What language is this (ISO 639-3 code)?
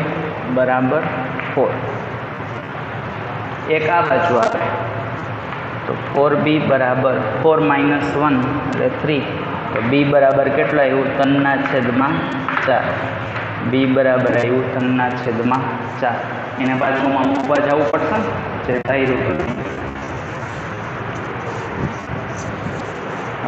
guj